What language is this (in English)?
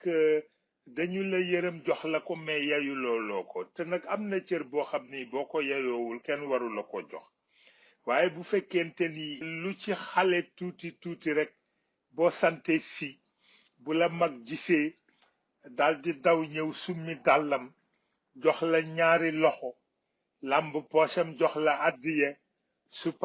Wolof